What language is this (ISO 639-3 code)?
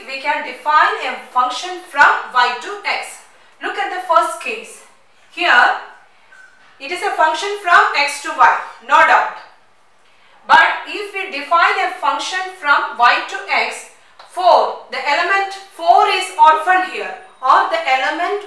eng